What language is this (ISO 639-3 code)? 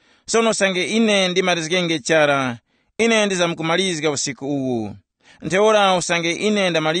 tum